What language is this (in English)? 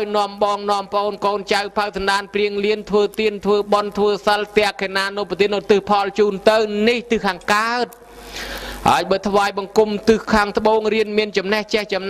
Khmer